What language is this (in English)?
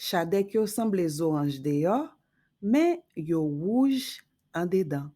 Haitian Creole